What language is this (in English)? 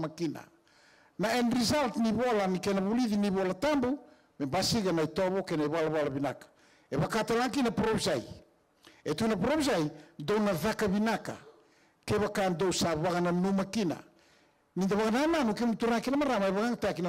Fijian